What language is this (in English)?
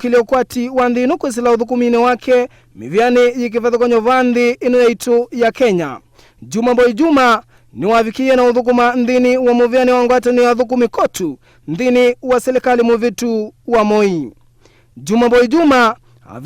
Kamba